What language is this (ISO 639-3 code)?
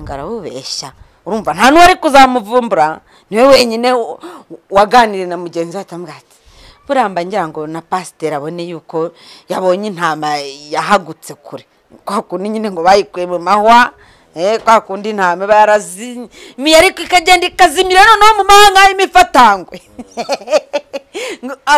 kin